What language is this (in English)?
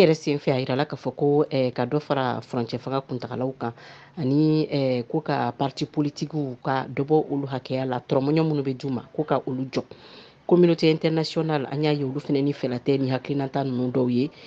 Bambara